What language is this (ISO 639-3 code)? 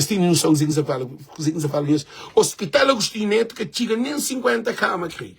kea